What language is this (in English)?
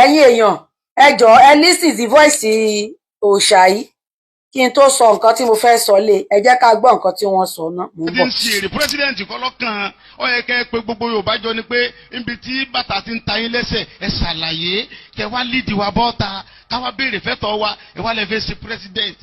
Yoruba